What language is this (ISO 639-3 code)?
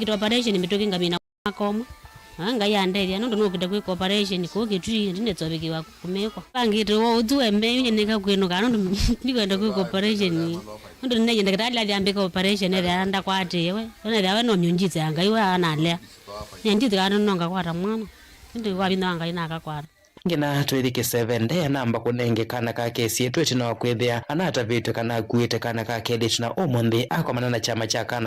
kam